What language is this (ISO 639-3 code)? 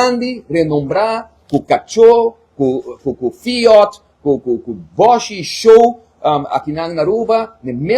pap